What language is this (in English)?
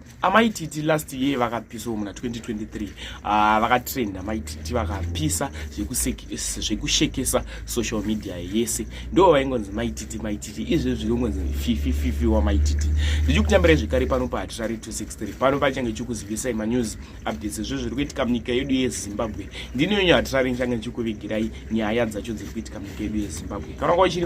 Shona